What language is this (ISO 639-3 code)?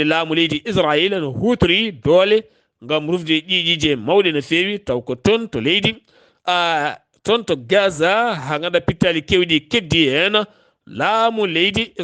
ful